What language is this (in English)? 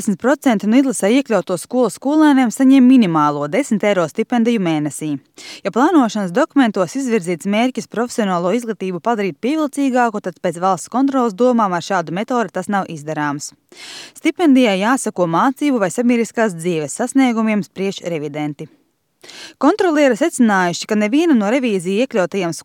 Latvian